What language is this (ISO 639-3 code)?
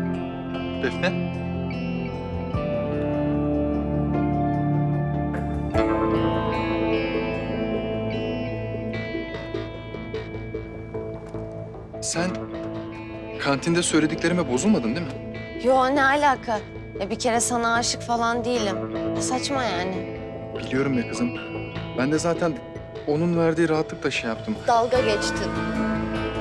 tur